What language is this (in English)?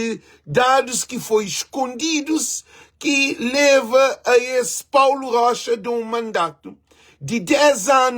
Kabuverdianu